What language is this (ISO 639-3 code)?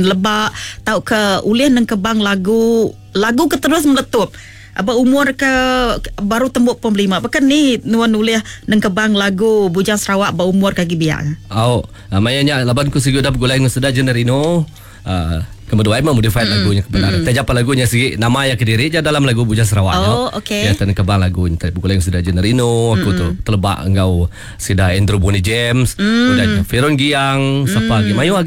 iba